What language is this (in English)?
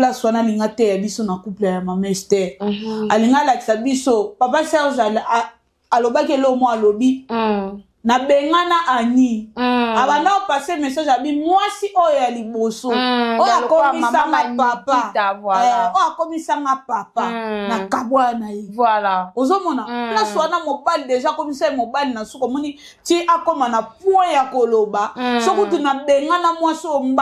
Lingala